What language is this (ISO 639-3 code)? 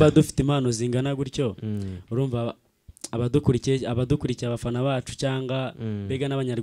kin